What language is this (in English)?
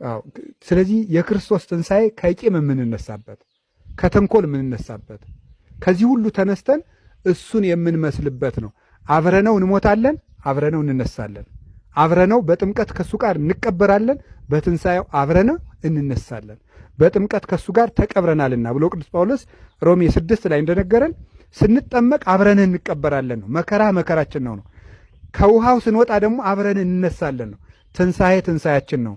Amharic